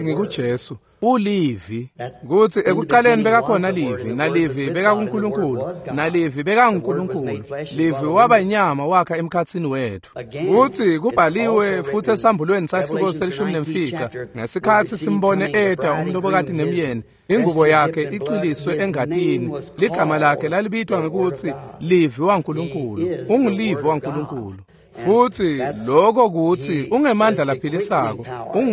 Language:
Swati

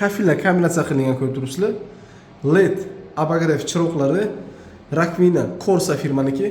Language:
Uzbek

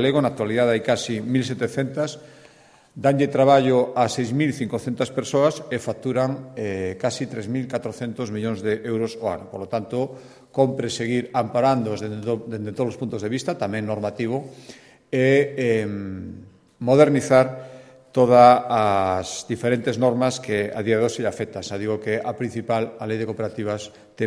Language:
Galician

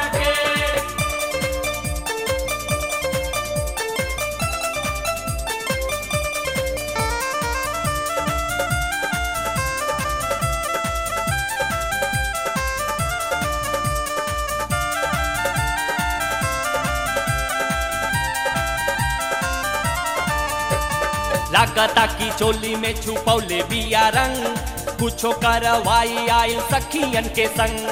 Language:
Bhojpuri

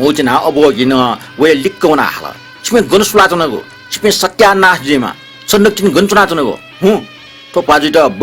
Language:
Newari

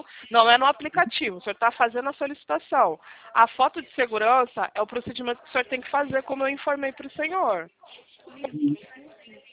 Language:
Portuguese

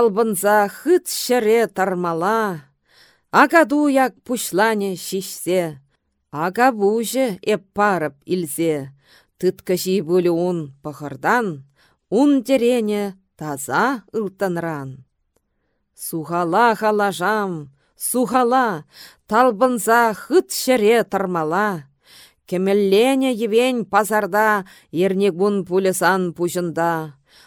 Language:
Chuvash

